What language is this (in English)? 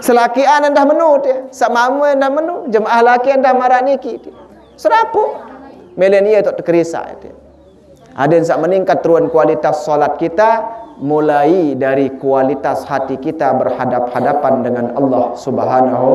Sasak